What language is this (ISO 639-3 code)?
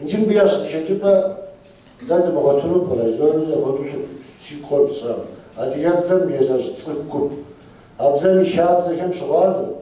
kbd